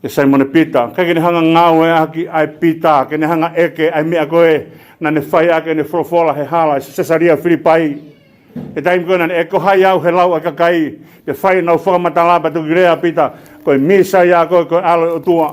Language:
Tongan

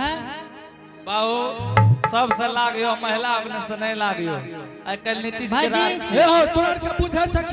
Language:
Angika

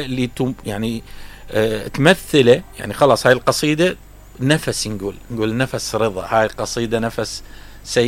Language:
Mesopotamian Arabic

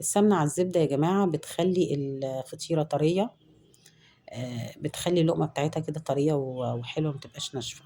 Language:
Egyptian Arabic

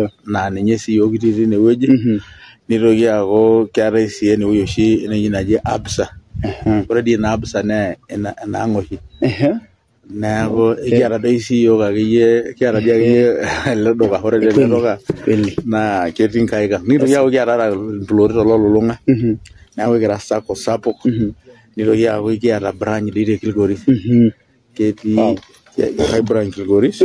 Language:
Masai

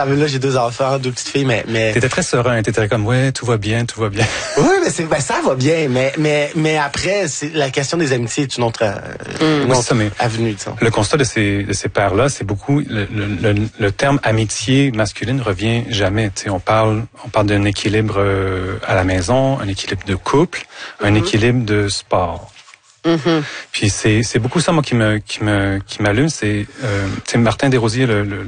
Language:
French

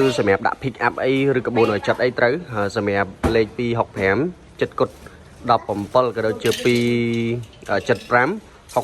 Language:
Khmer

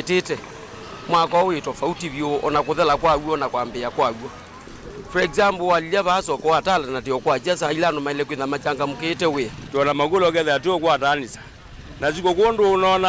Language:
Kamba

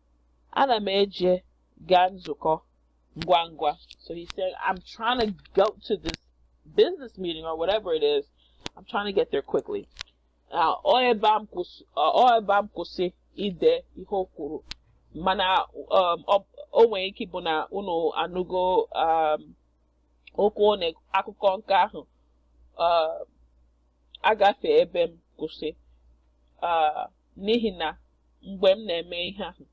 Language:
Igbo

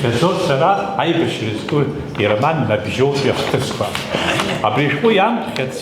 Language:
Abkhazian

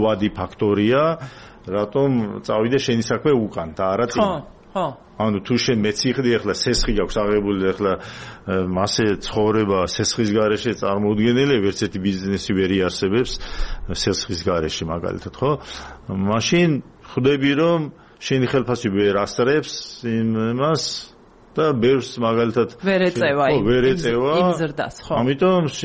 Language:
Georgian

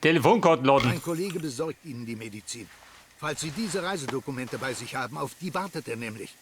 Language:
Bavarian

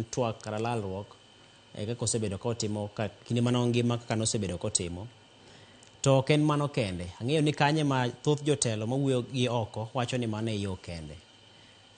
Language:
Luo (Kenya and Tanzania)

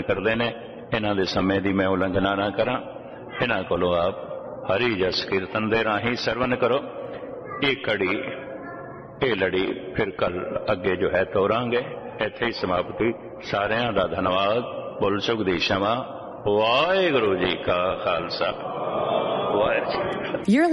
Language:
Punjabi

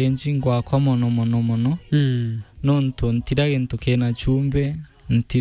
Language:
Meru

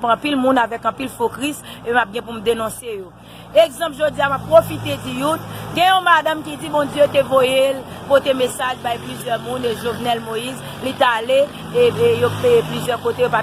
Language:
Haitian Creole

